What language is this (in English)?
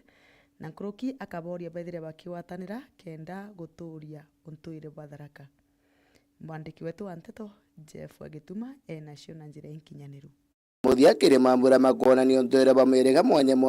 Meru